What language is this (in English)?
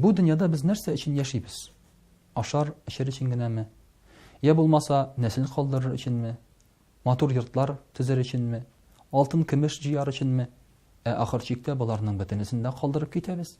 Tatar